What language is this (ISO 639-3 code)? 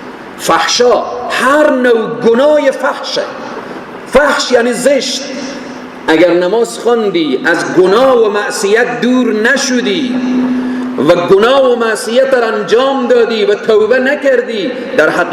fas